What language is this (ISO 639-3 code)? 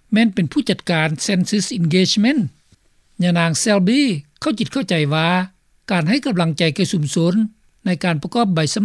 lao